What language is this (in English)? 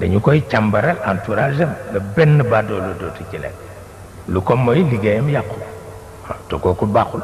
Wolof